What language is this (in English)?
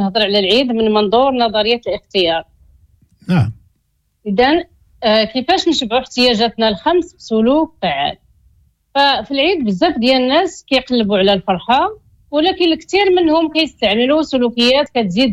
Moroccan Arabic